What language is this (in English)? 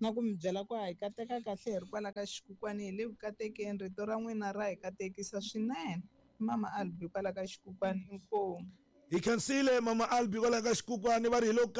Tsonga